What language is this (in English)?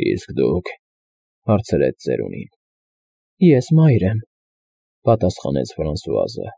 Armenian